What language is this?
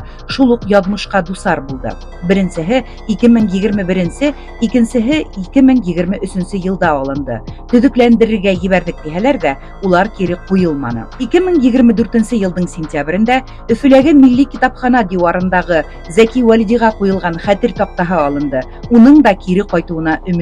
Bashkir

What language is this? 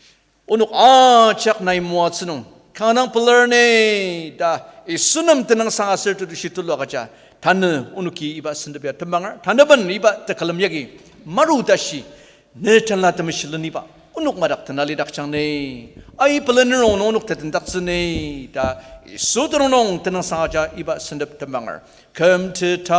Ao Naga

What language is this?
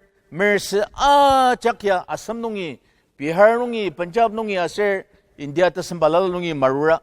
Ao Naga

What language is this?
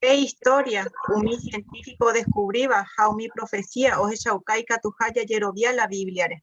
Guarani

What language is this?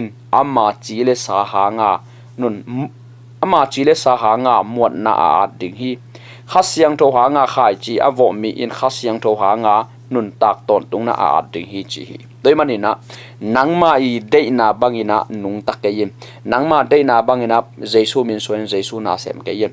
Tedim Chin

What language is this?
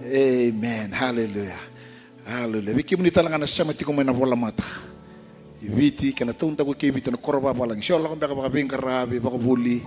Fijian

